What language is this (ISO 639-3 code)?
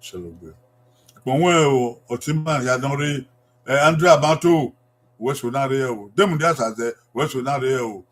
bin